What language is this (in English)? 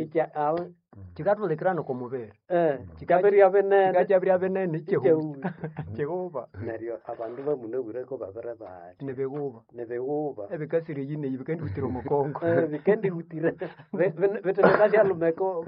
Nande